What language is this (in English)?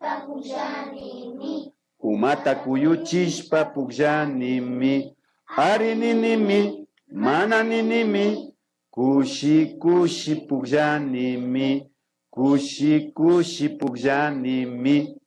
Imbabura Highland Quichua